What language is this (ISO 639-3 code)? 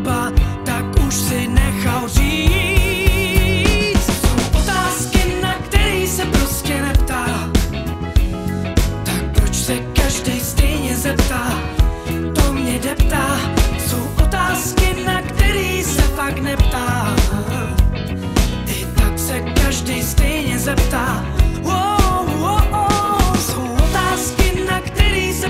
ces